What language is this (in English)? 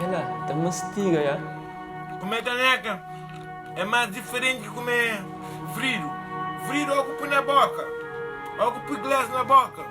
Kabuverdianu